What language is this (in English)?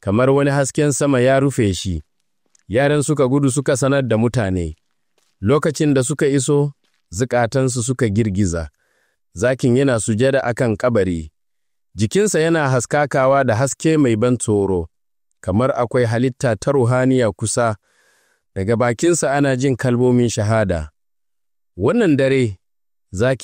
Hausa